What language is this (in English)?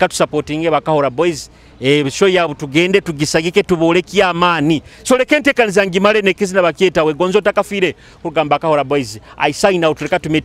Tooro